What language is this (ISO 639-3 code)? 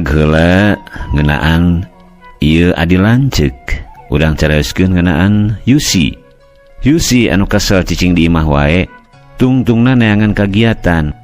sun